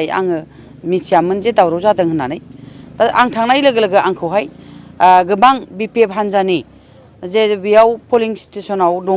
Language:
Bodo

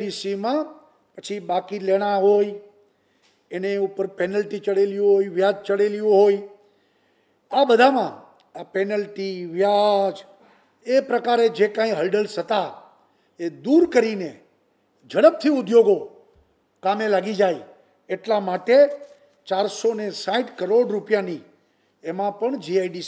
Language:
Gujarati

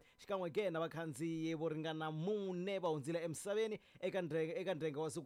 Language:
Tsonga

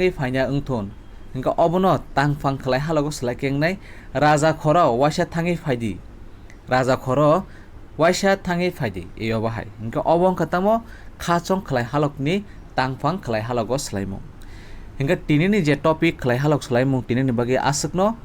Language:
Kok Borok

